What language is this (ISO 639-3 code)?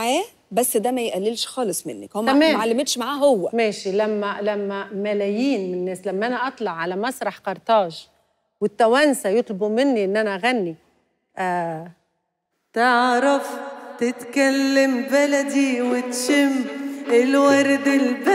arz